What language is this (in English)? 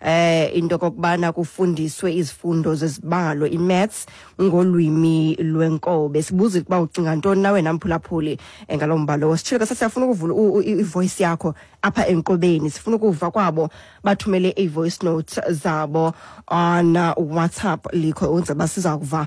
Xhosa